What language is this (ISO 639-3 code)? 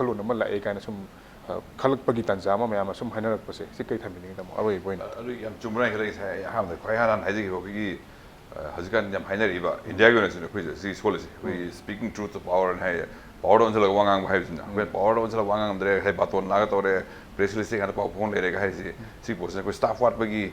mni